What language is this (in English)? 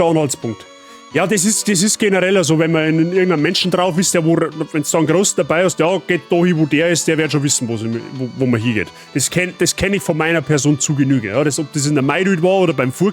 Bavarian